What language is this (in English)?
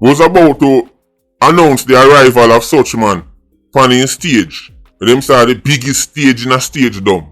Jamaican Creole English